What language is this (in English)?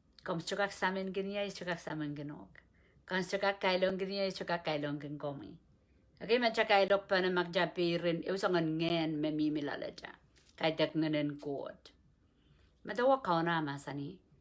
Pohnpeian